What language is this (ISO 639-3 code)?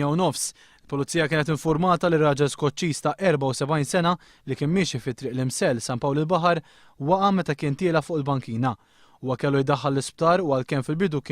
mlt